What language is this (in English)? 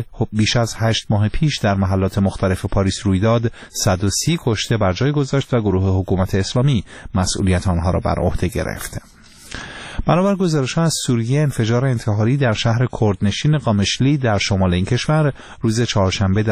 Persian